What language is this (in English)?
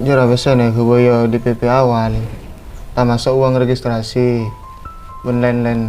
Madurese